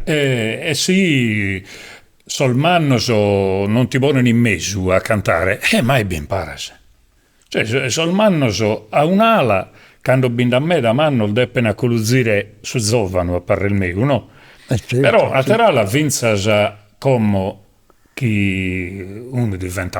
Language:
Sardinian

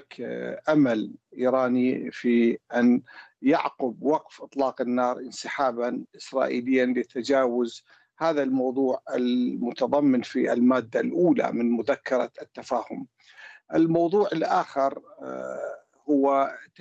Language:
Arabic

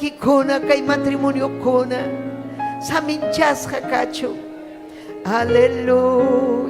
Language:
Ayacucho Quechua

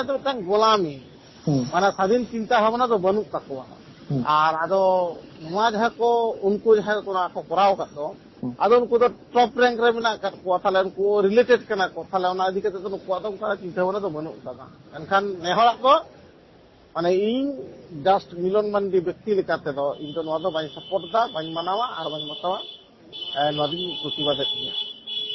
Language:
Santali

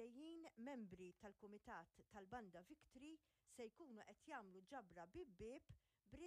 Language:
Maltese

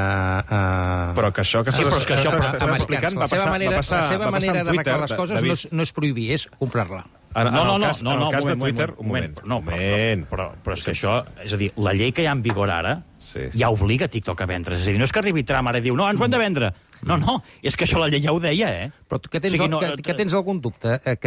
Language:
Catalan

